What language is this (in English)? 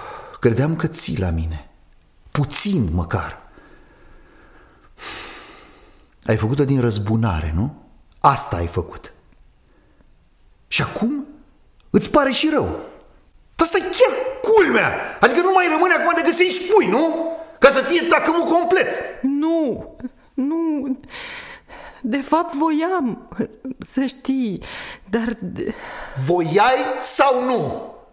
Romanian